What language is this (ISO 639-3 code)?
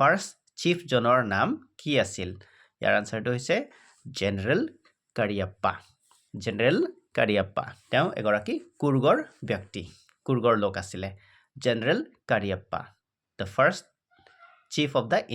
asm